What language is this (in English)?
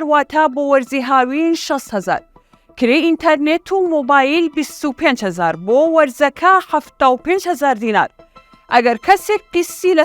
Central Kurdish